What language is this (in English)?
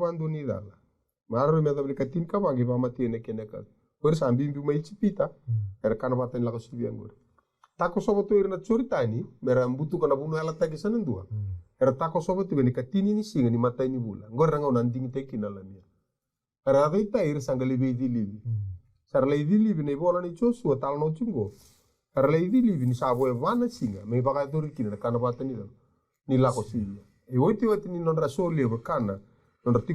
Fijian